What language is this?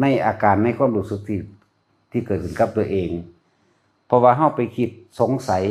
Northeastern Thai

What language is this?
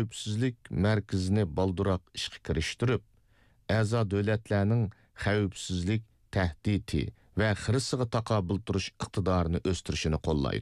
Uyghur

